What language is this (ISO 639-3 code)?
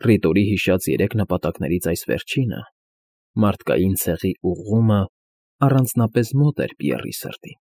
hye